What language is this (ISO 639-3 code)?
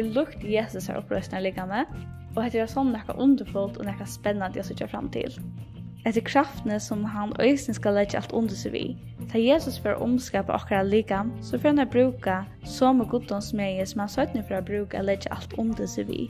fao